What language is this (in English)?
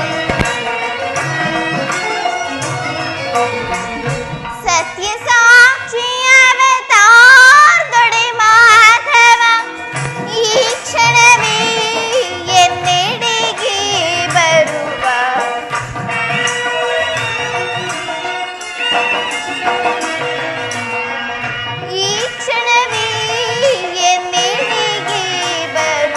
Kannada